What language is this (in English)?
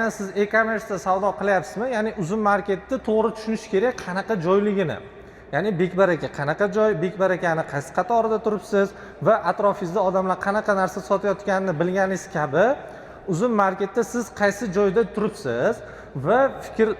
Uzbek